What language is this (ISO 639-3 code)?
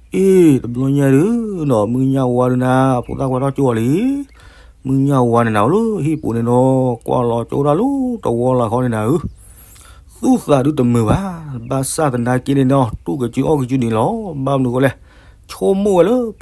ksw